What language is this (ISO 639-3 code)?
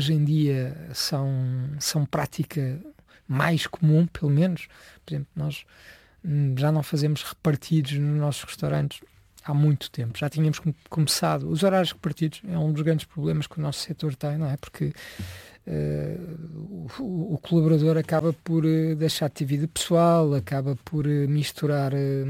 por